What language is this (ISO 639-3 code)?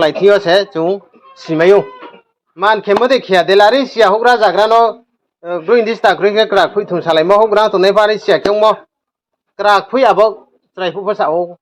ria